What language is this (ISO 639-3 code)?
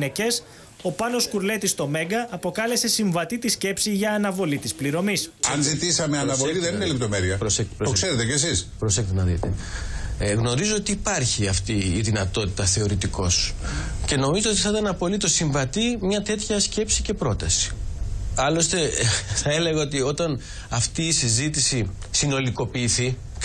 ell